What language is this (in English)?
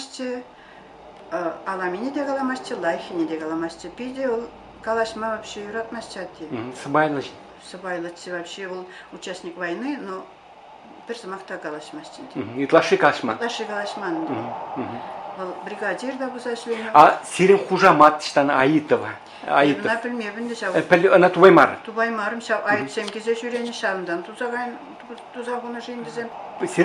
Chuvash